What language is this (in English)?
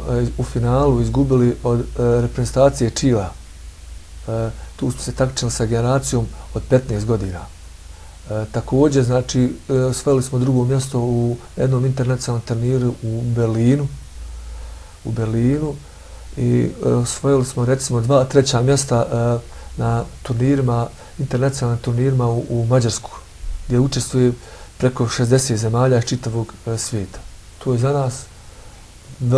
Bosnian